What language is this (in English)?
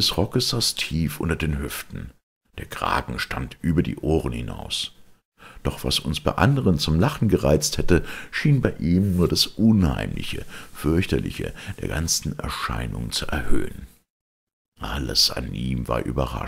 German